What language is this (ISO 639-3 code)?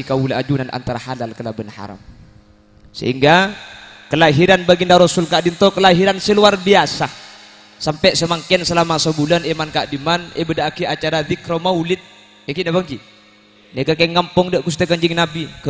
mad